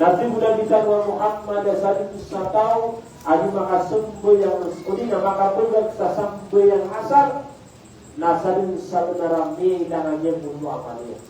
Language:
Maranao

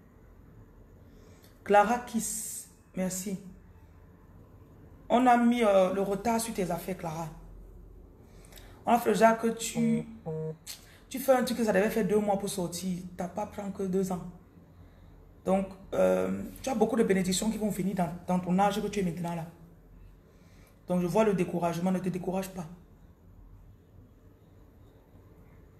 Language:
French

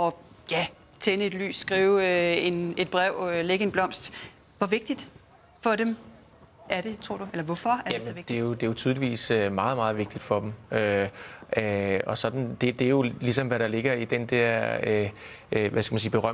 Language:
Danish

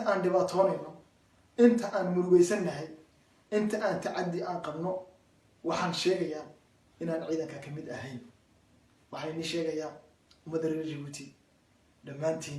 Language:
Somali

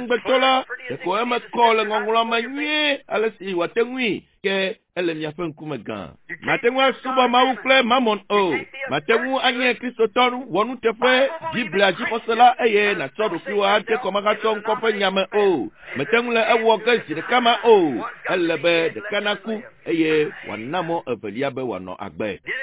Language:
Ewe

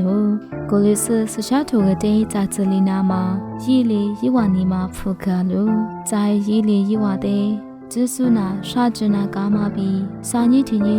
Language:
Lisu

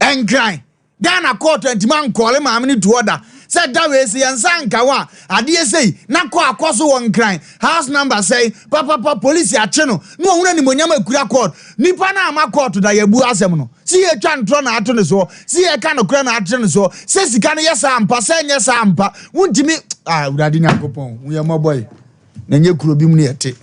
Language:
Akan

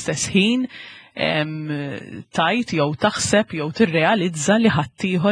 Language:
Maltese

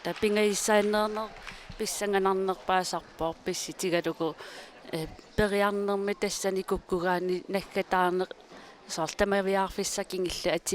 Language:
Kalaallisut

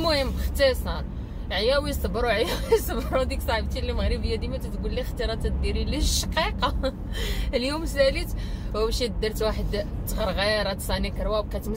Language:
Moroccan Arabic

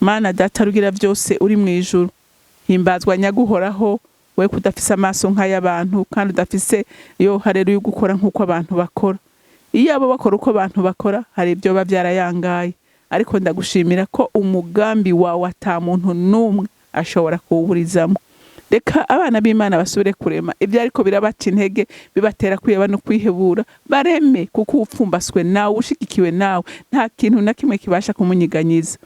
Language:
Rundi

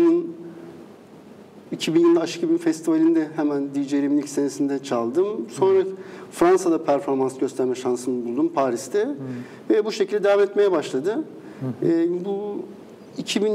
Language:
Turkish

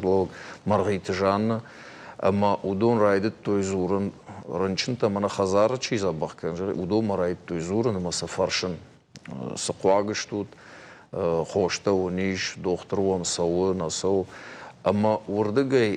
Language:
Ossetic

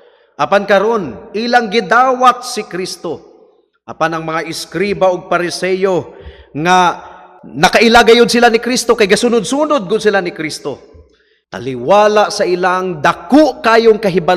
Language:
Cebuano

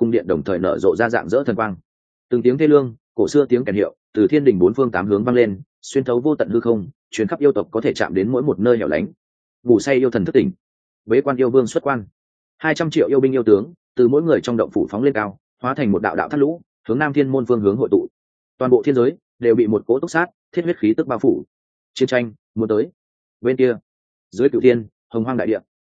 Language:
Vietnamese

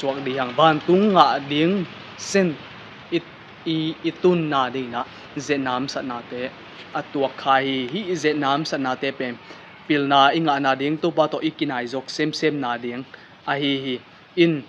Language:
Tedim Chin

